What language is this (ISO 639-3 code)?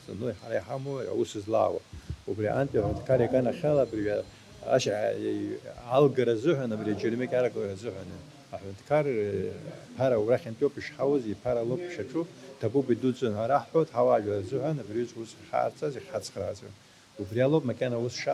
abk